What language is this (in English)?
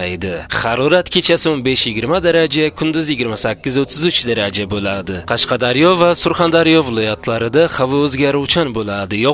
Uzbek